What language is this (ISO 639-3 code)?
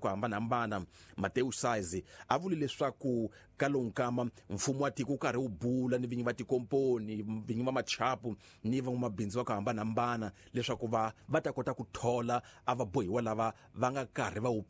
tso